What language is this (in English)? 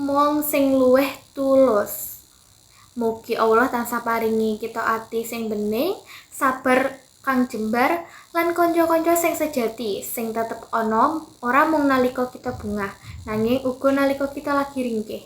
Javanese